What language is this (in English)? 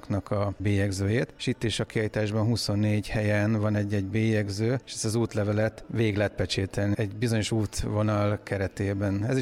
Hungarian